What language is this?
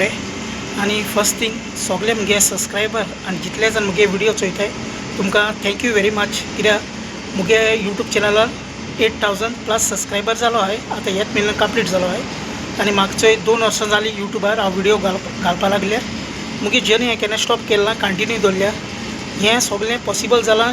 Konkani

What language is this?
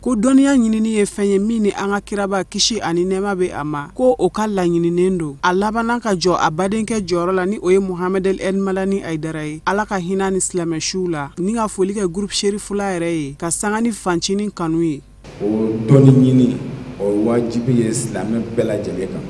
Bambara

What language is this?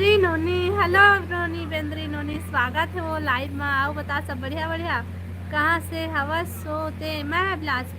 Chhattisgarhi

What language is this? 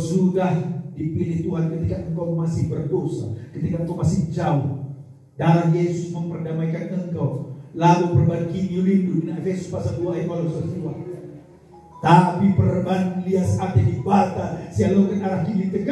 Batak Karo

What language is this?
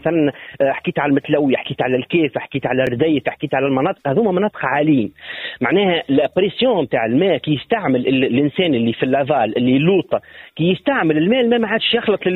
Tunisian Arabic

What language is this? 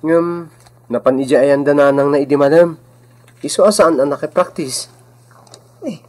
Iloko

